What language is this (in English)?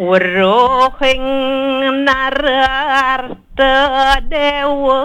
Balinese